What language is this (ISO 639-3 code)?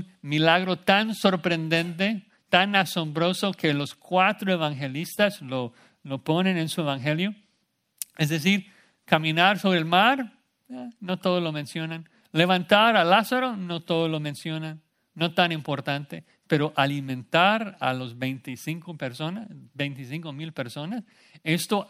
spa